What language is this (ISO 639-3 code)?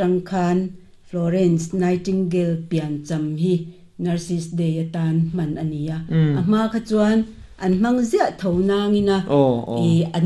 lus